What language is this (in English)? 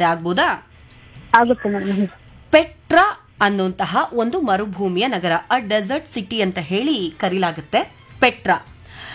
Kannada